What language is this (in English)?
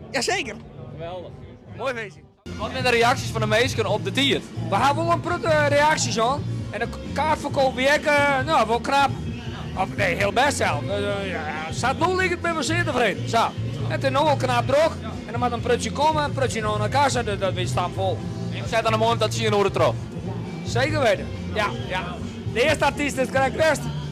Western Frisian